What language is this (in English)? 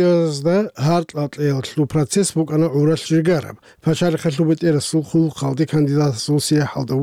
Avaric